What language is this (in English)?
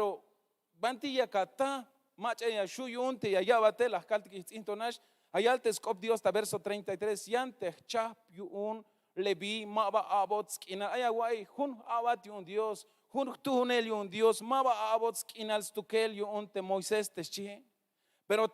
Tzeltal